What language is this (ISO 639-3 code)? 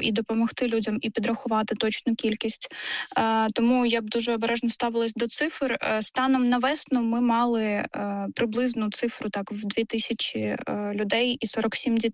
ukr